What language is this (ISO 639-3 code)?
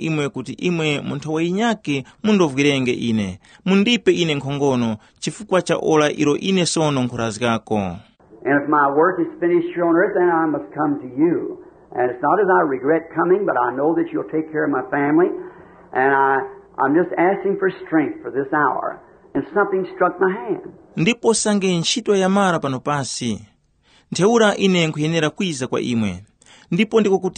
tum